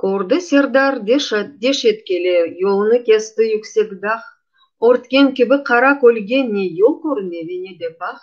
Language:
Crimean Tatar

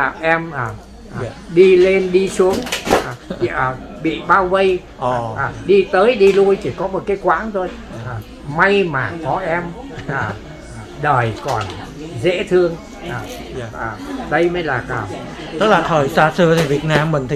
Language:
Vietnamese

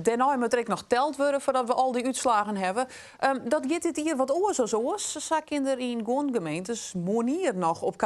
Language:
Western Frisian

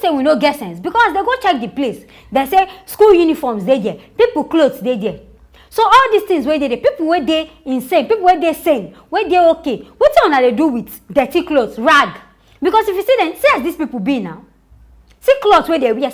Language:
Nigerian Pidgin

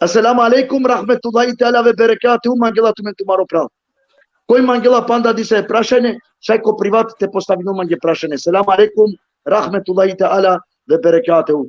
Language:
Balkan Romani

